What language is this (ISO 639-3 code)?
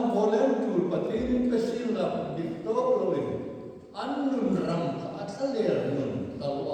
hmr